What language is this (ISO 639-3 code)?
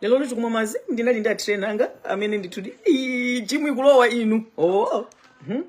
nya